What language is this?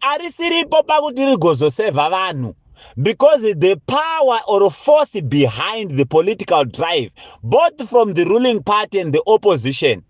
Shona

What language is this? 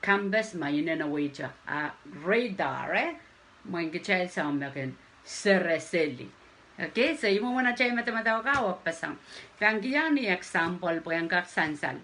Pohnpeian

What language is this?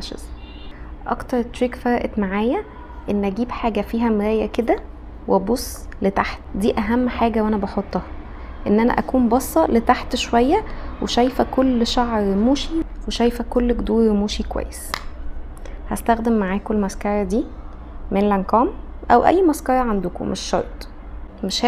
Egyptian Arabic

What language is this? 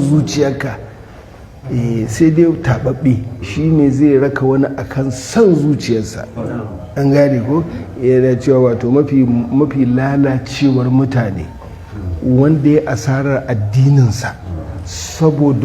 Hausa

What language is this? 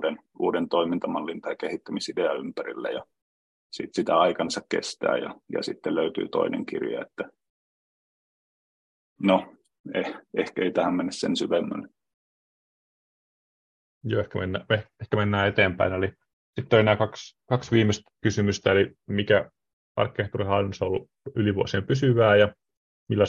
Finnish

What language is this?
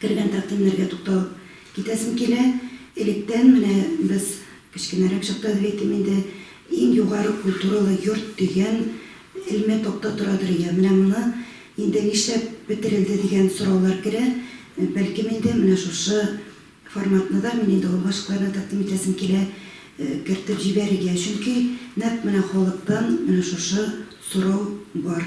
Tatar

